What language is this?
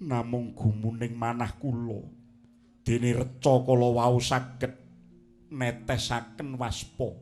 Javanese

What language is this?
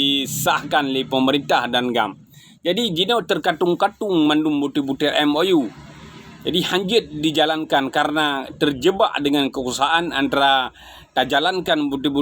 Achinese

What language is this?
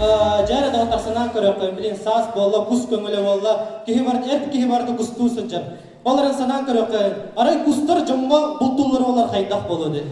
Yakut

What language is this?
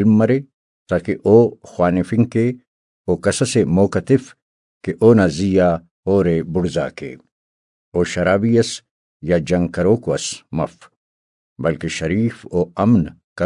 Brahui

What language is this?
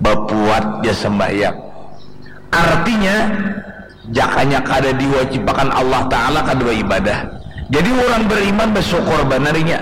Banjar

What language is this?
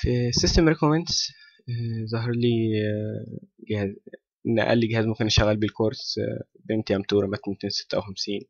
Egyptian Arabic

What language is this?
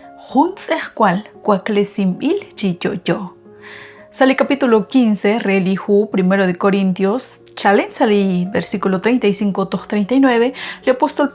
Kekchí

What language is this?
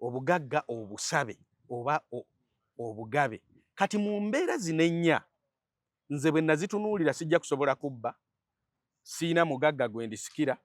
Ganda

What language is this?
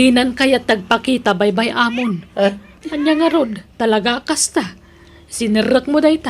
Iloko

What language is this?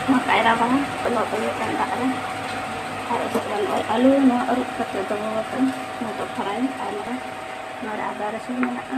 Santali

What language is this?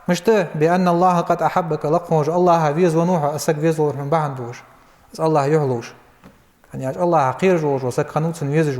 Ingush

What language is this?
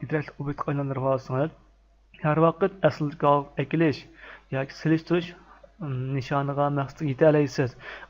Uyghur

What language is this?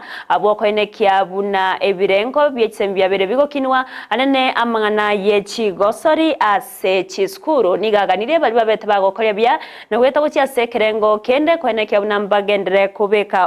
Gusii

